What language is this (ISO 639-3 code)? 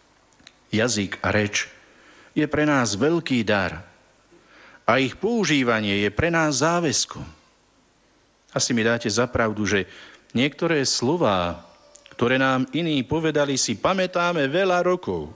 slk